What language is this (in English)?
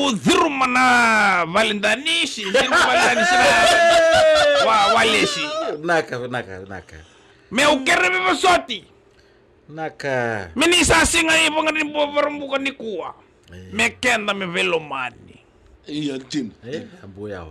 Fijian